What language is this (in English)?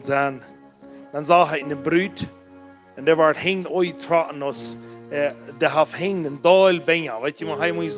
Plautdietsch